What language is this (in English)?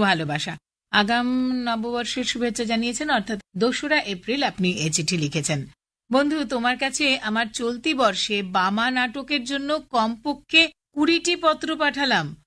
Bangla